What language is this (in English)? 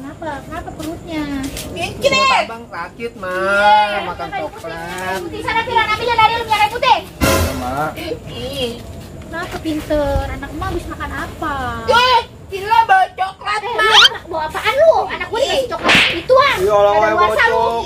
Betawi